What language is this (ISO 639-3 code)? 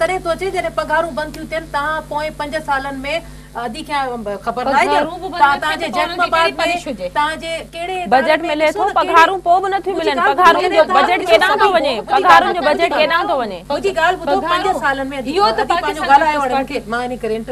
snd